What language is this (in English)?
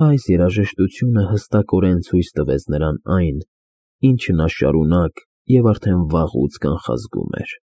Armenian